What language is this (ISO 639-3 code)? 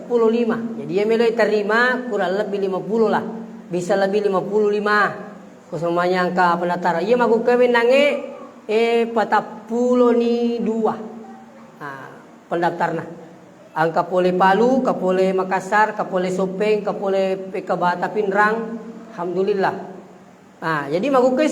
bug